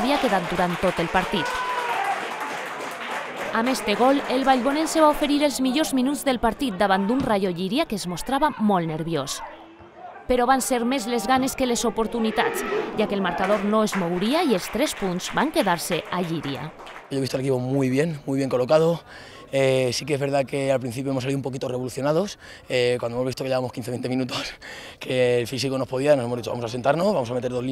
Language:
Catalan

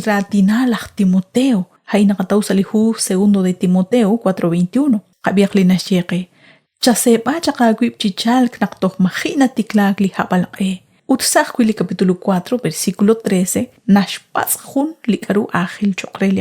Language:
Kekchí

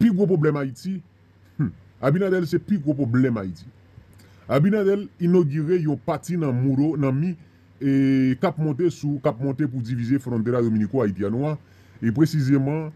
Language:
Haitian Creole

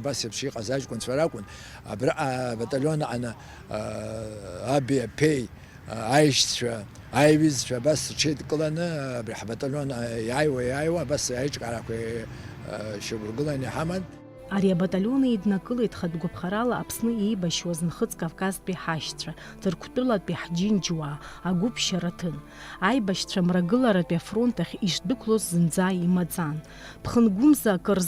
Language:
Abkhazian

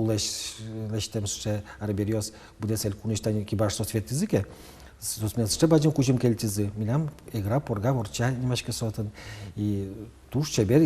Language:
Udmurt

